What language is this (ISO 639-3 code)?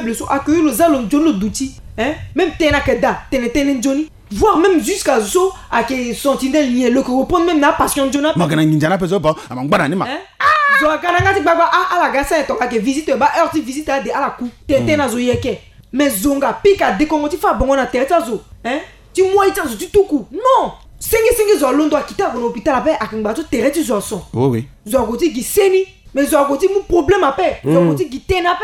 sag